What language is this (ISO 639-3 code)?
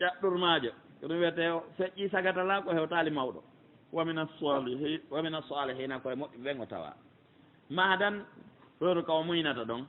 fuf